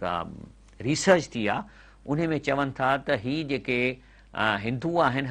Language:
Sindhi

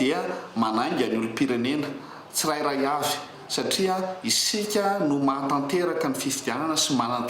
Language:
Malagasy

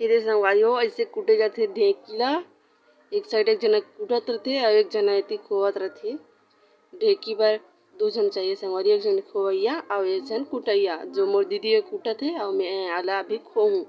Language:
Chhattisgarhi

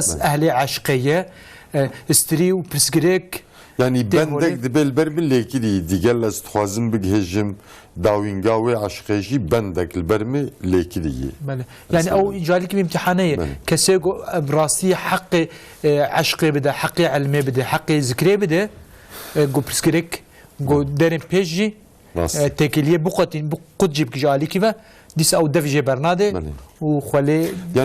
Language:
Kurdish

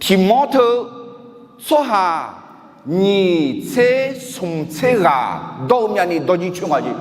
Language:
Akha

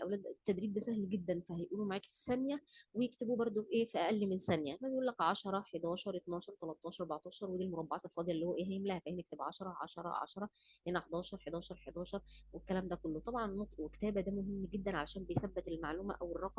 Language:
Egyptian Arabic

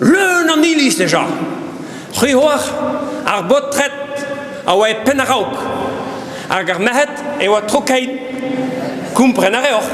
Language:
Breton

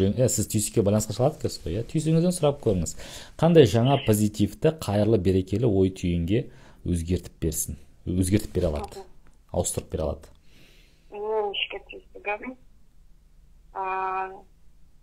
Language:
Kazakh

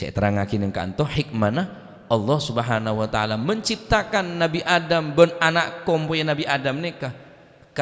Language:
Madurese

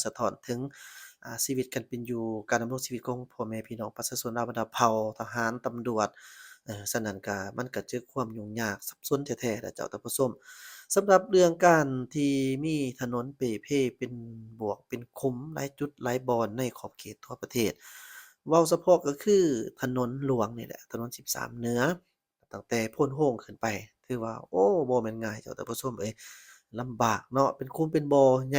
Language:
Lao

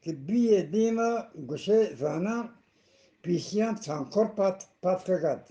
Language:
Eastern Balochi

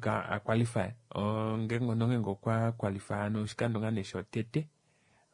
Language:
Kuanyama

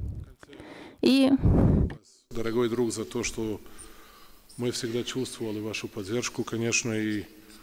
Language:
Russian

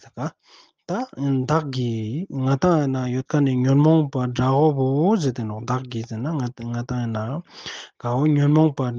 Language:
Ladakhi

